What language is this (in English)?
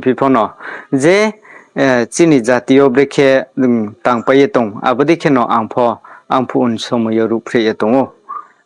Riang (India)